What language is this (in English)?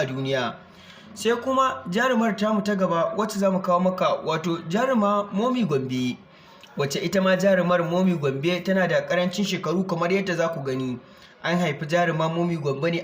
Hausa